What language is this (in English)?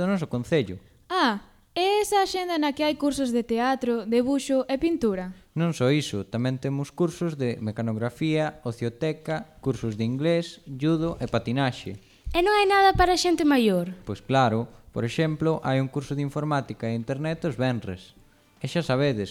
Galician